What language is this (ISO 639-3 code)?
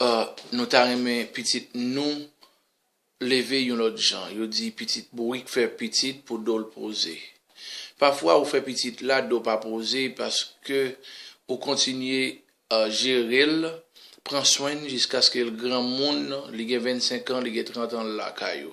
hat